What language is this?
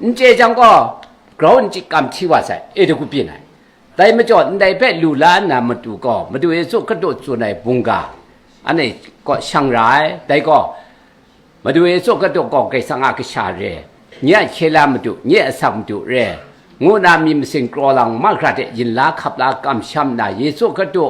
Kachin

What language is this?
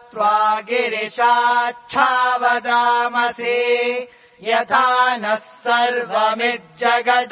Sanskrit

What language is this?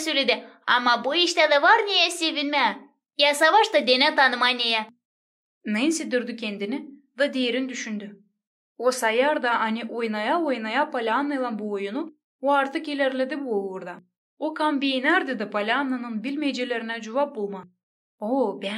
Gagauz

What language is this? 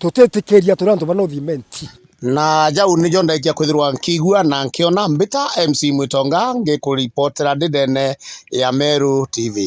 Meru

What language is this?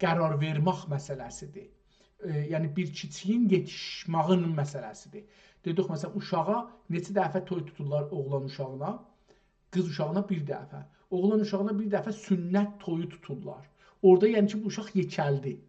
South Azerbaijani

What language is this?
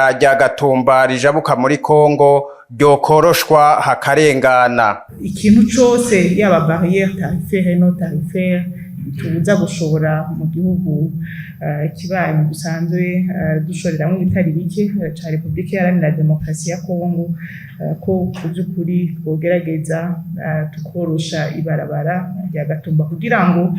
Rundi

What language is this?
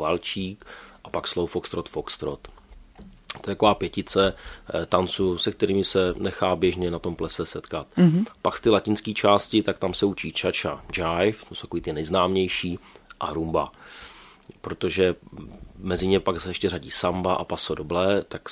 Czech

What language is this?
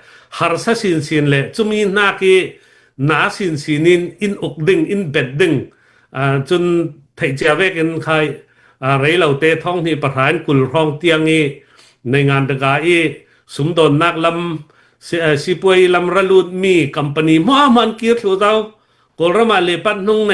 Falam Chin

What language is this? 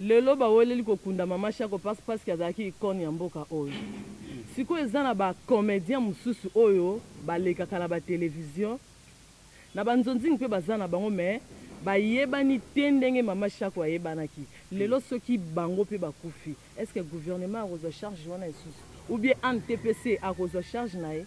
Lingala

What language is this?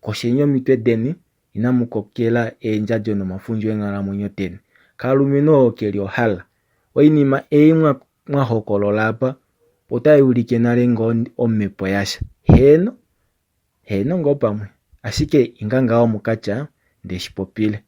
Kuanyama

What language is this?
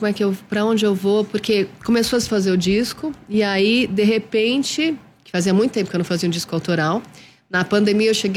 Portuguese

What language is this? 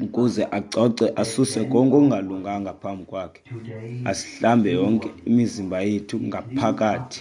Xhosa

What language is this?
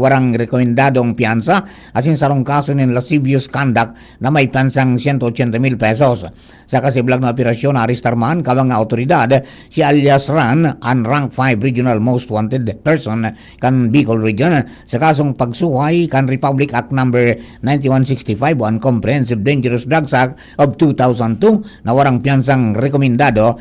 Bikol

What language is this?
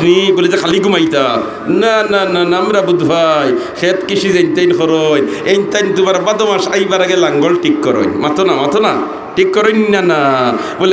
Sylheti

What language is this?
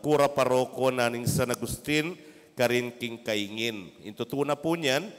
Pampanga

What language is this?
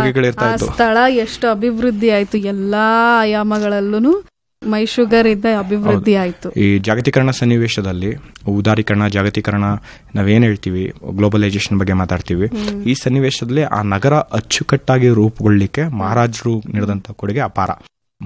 Kannada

